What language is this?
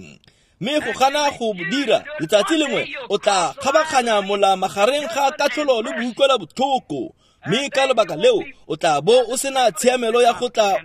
Tswana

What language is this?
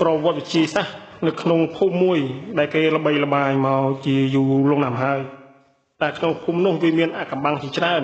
Khmer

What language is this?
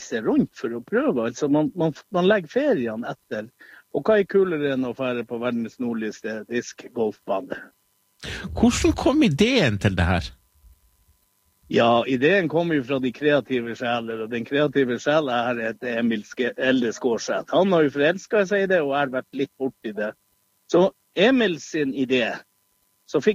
Norwegian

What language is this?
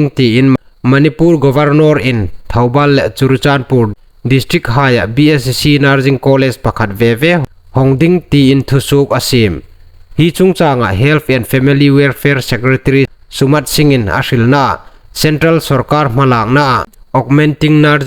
Hmar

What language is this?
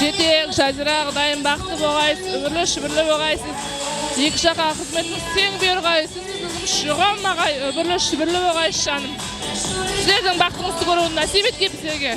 Kara-Kalpak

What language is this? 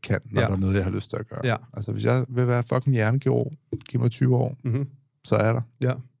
Danish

